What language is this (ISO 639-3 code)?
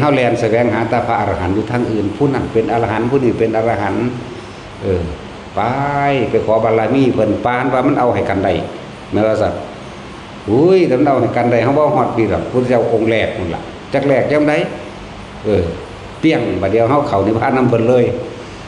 tts